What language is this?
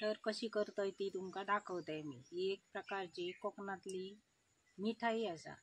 Konkani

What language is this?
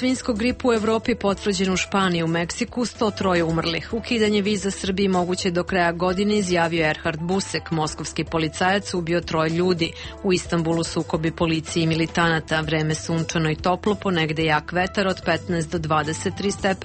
Serbian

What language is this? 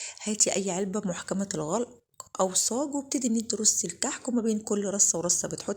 Egyptian Arabic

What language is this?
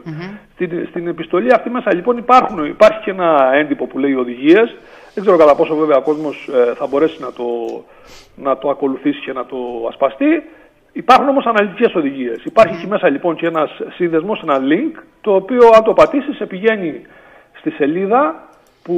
Greek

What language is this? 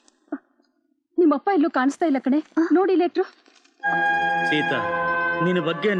Kannada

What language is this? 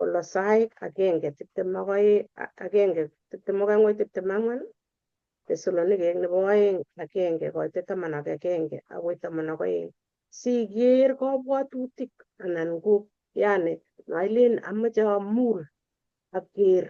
Kalenjin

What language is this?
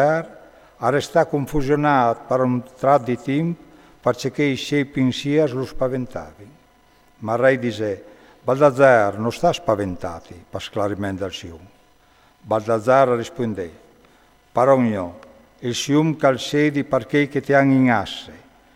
Friulian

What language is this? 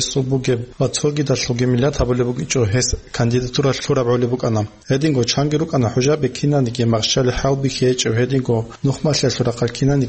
Avaric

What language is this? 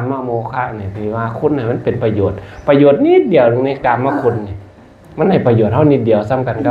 Northeastern Thai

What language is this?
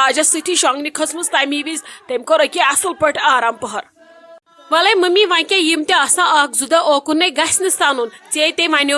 Kashmiri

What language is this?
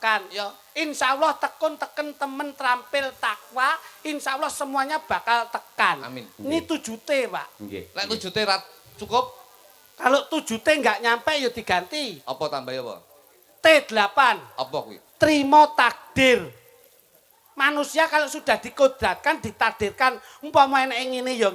Javanese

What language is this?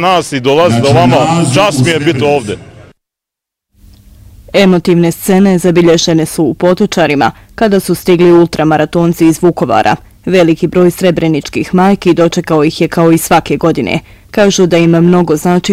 Bosnian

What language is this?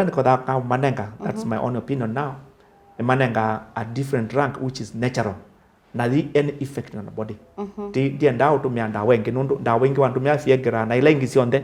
Kamba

